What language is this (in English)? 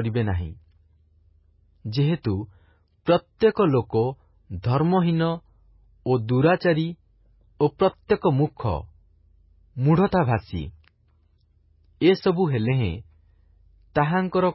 Odia